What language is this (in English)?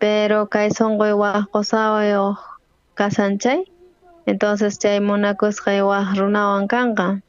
South Bolivian Quechua